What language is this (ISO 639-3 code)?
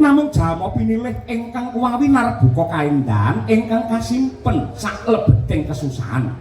jav